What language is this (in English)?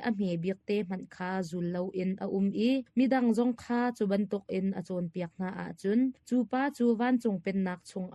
Hakha Chin